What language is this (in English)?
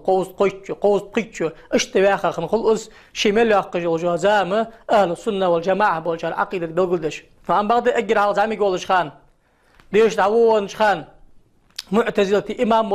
Chechen